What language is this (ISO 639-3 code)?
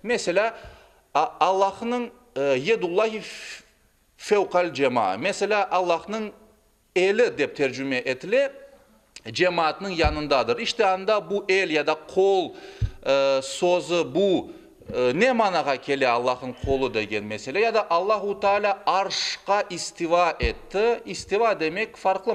crh